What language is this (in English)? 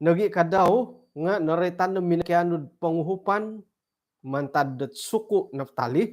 Central Dusun